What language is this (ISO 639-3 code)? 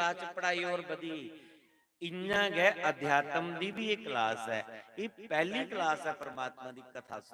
doi